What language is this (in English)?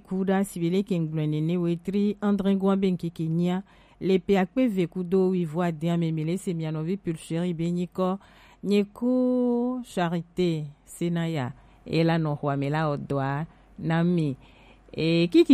Gen